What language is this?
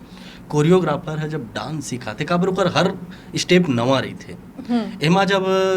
Chhattisgarhi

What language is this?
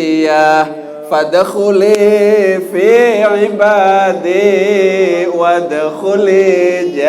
Sasak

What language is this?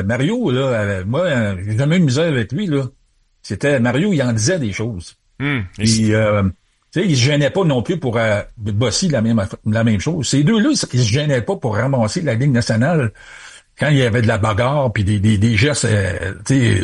French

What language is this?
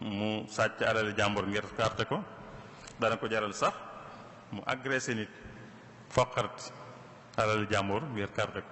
Wolof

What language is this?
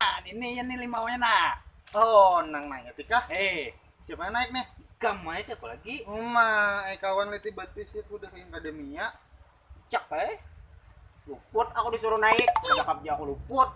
Banjar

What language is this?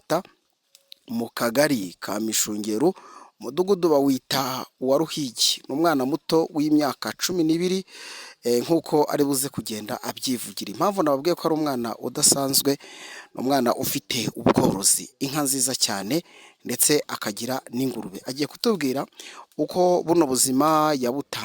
Kinyarwanda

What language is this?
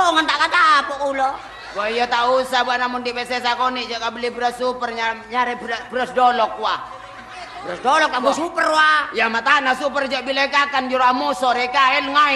Madurese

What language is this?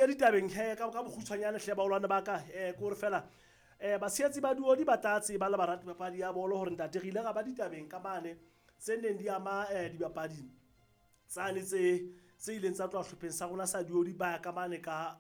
Southern Sotho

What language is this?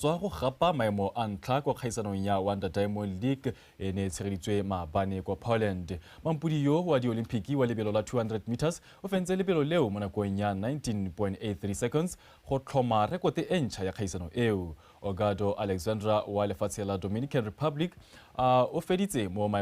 Tswana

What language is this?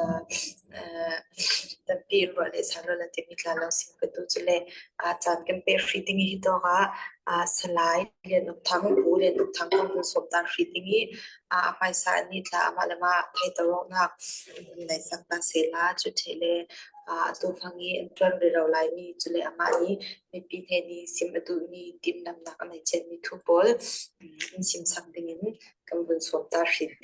Falam Chin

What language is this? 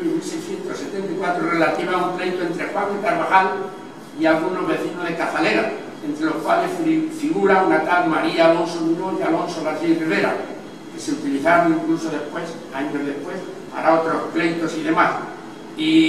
Spanish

